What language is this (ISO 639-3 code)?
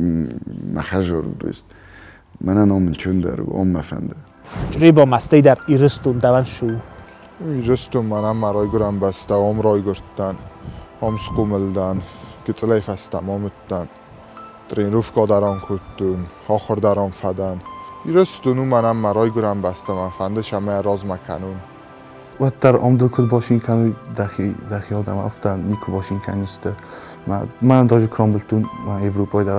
oss